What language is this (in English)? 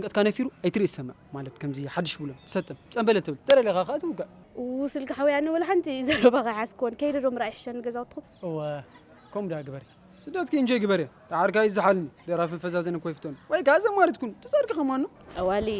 Tigrinya